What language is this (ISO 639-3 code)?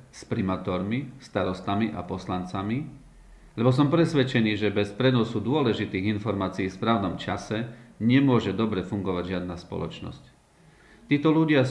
slk